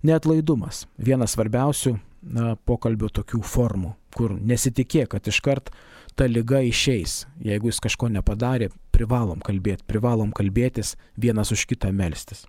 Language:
Lithuanian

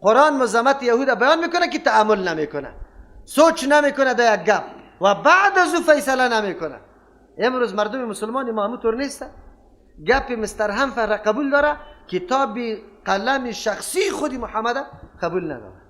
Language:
Persian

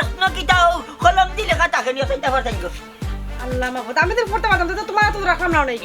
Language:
Sylheti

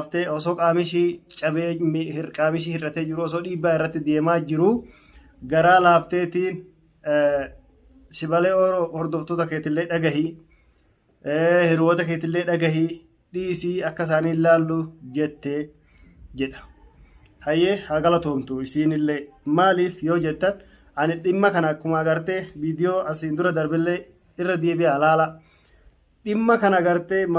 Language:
Oromo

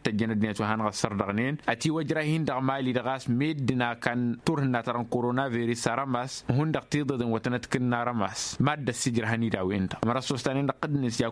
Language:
Tamasheq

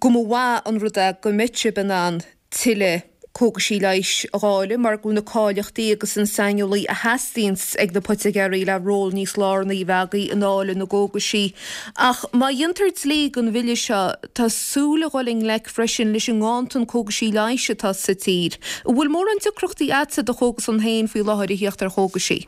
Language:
Irish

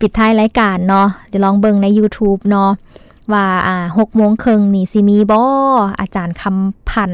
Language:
Lao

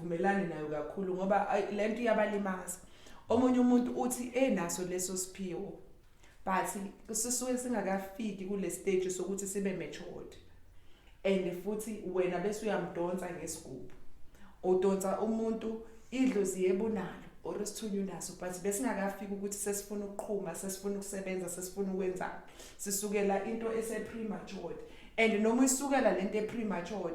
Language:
Zulu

